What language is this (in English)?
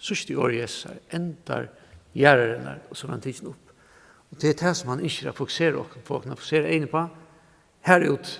Faroese